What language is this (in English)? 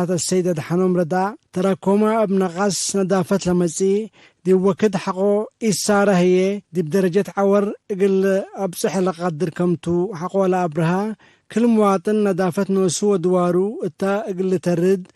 Tigre